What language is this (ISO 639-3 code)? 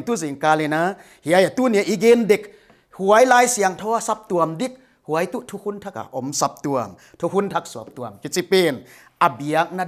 pck